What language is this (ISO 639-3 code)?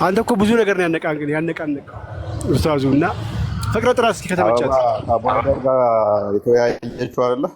amh